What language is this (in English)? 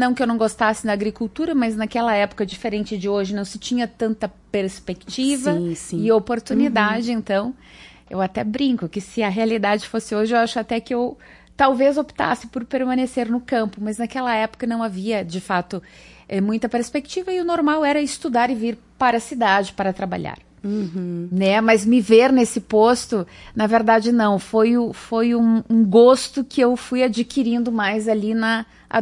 Portuguese